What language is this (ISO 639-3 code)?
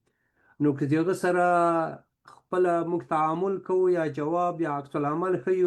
pus